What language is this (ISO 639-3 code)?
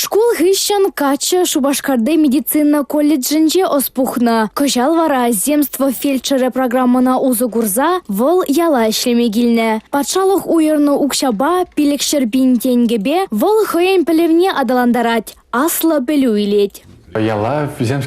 chv